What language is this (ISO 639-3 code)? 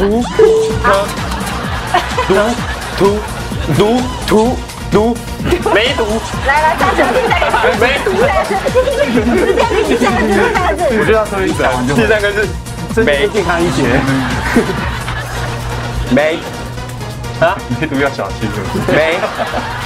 zho